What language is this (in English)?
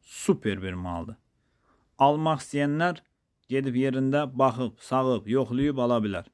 Azerbaijani